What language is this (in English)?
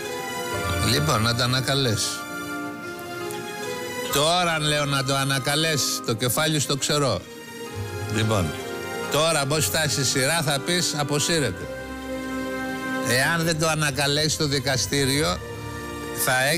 Greek